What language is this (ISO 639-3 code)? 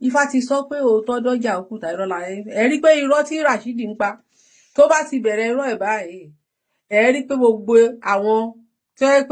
yor